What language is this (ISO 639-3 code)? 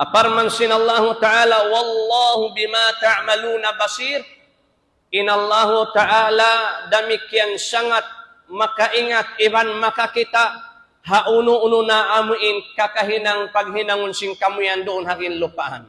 tsg